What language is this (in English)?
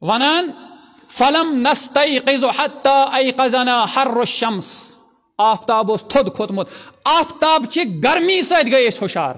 Kashmiri